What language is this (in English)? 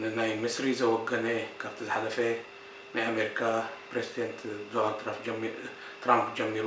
Tigrinya